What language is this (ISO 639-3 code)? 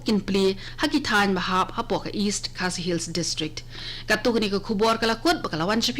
kha